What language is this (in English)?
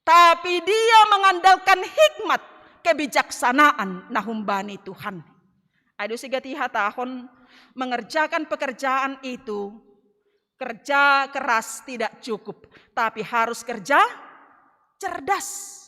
Batak Simalungun